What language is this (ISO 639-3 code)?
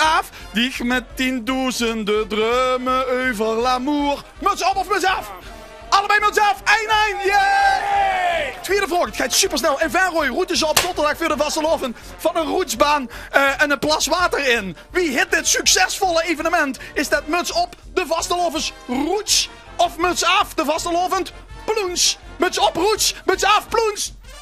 lim